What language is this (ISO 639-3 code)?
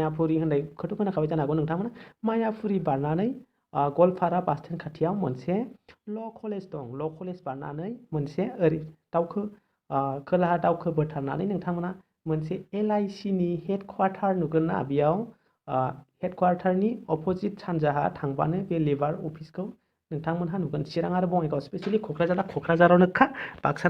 brx